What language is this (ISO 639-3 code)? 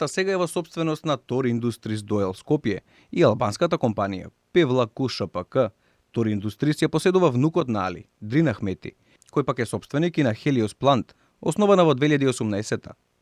mkd